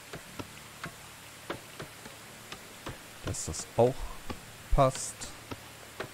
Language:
German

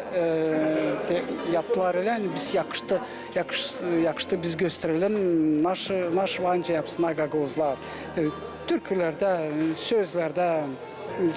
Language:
Gagauz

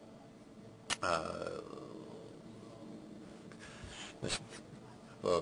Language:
Russian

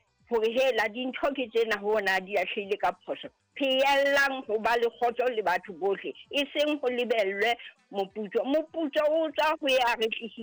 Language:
Southern Sotho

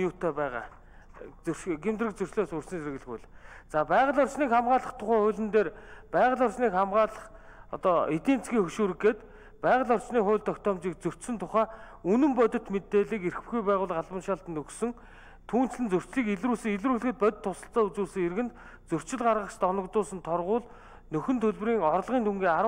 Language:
Mongolian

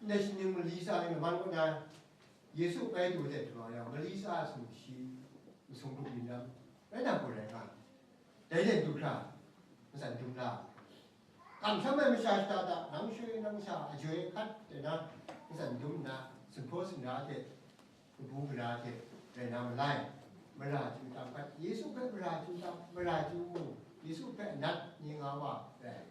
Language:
Kachin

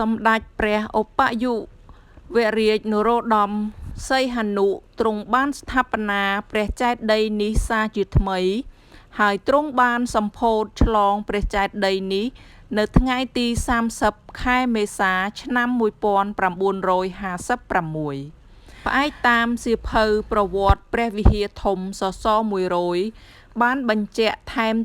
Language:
Khmer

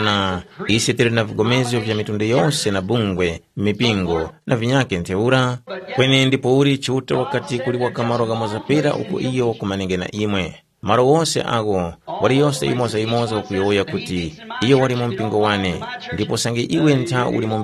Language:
Tumbuka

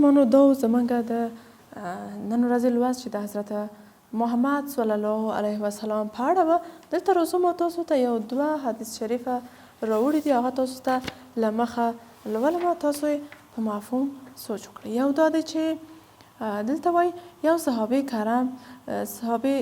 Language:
Pashto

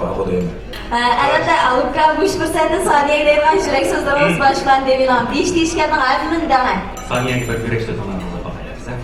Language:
Uyghur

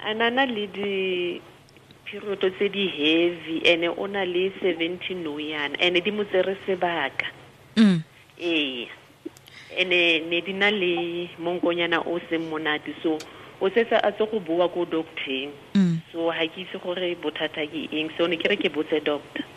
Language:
Tswana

